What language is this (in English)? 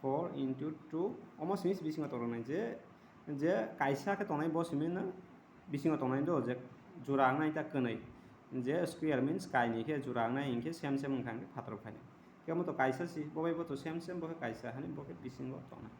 Kok Borok